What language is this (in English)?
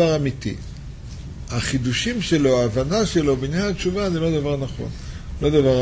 Hebrew